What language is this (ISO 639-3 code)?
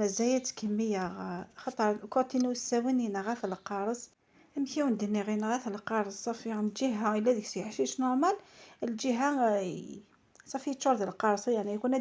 kab